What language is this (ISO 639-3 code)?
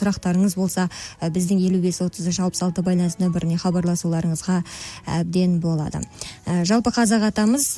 kaz